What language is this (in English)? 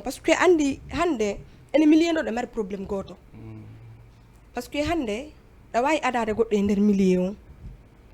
Fula